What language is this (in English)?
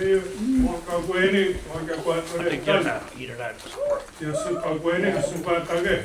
Mohawk